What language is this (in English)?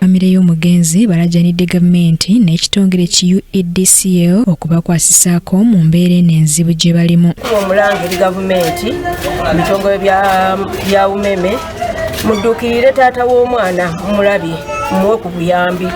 Ganda